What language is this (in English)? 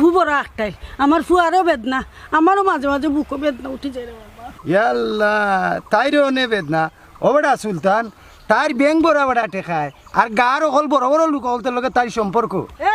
Sylheti